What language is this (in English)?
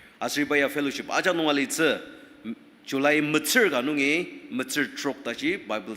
Ao Naga